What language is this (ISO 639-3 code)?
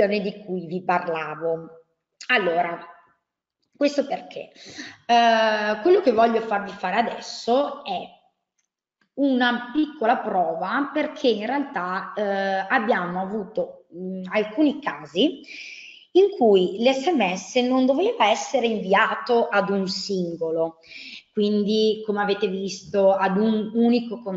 ita